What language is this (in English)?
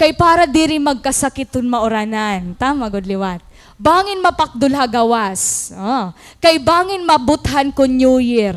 Waray